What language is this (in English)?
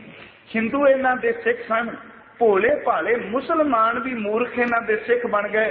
Punjabi